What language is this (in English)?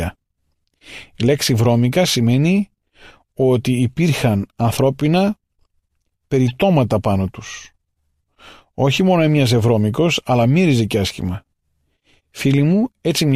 Greek